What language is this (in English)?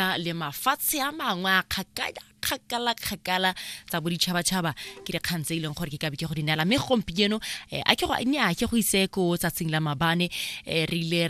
Tswana